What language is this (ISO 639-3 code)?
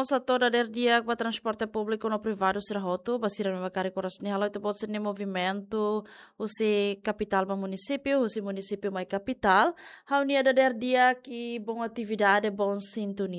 tet